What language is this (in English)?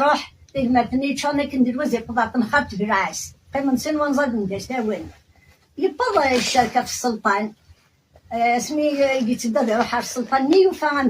Kabyle